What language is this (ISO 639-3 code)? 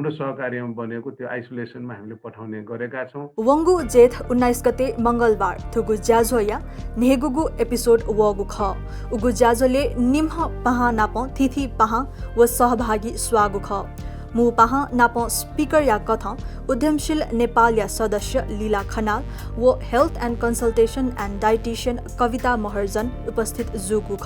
new